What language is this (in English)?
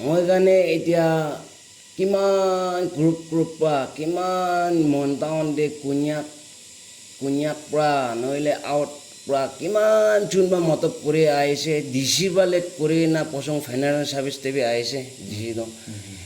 Naga Pidgin